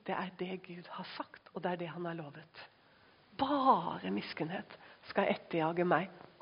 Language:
Norwegian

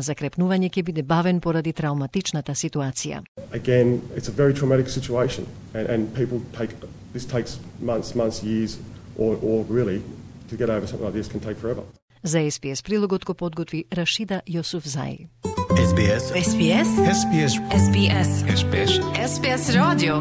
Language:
Macedonian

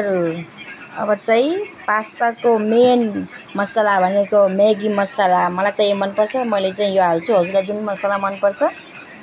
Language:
Nepali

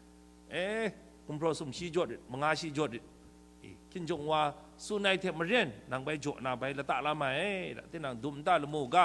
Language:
Kachin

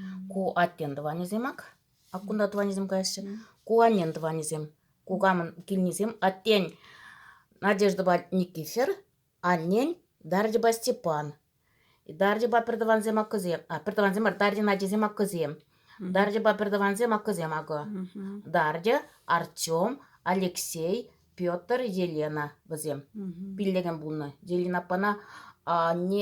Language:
Chuvash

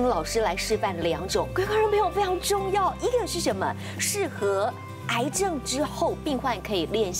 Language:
Chinese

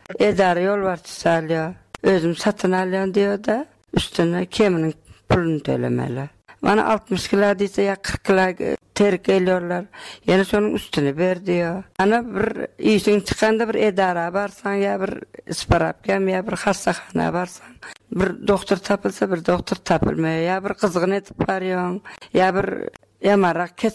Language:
Turkmen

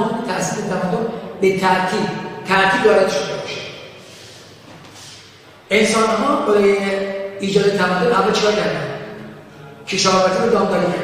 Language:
Persian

